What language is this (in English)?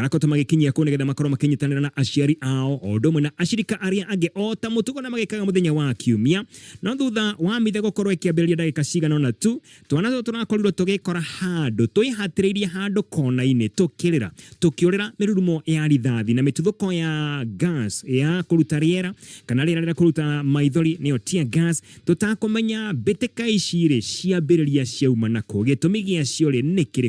Kikuyu